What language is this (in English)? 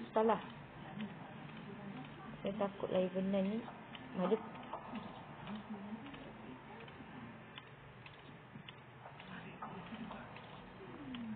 Malay